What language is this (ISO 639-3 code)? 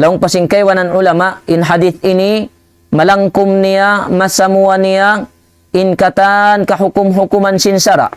tsg